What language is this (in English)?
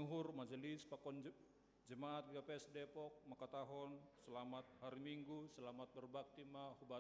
Batak Simalungun